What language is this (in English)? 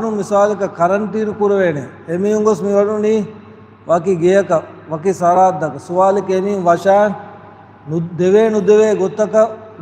Divehi